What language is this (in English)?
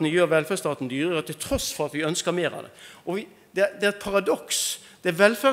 Norwegian